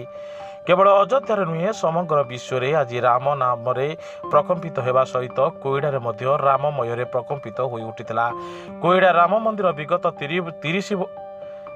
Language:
Odia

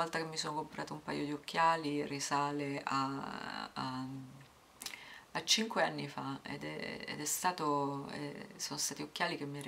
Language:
Italian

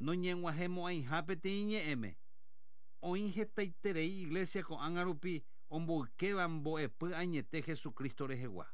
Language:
Guarani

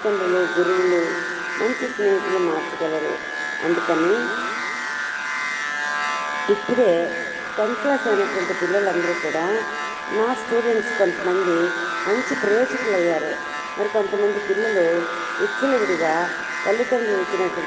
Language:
Telugu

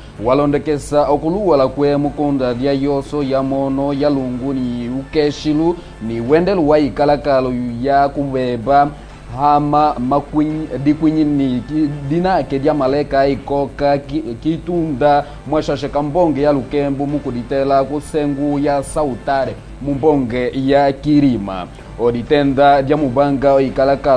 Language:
Kimbundu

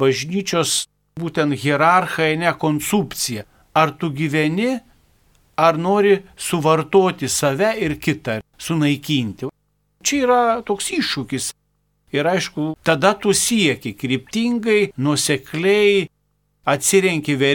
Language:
Lithuanian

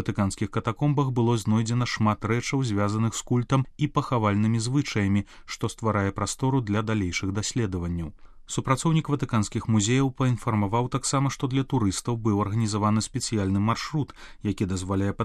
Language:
Belarusian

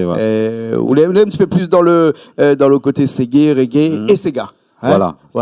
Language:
Réunion Creole French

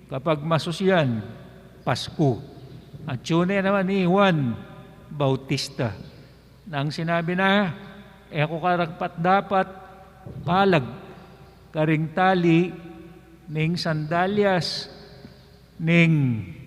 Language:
Pampanga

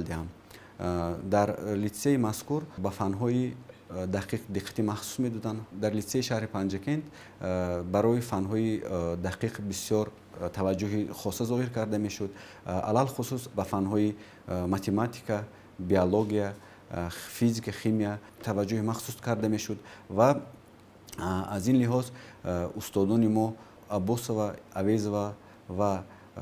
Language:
Tajik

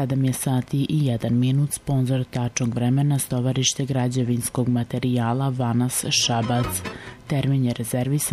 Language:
Serbian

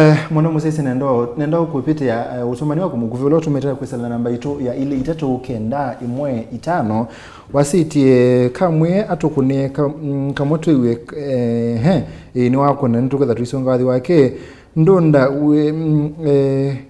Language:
Kamba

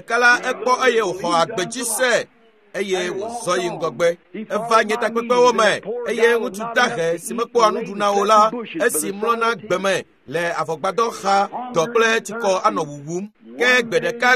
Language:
Ewe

